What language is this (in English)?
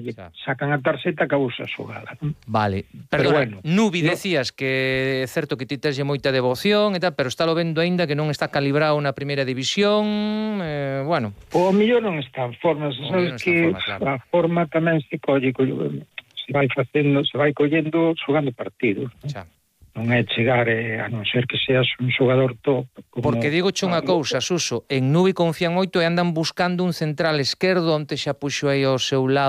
Galician